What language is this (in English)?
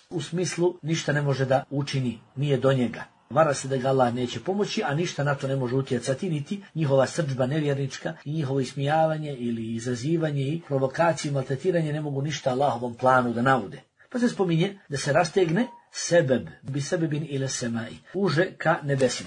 Bosnian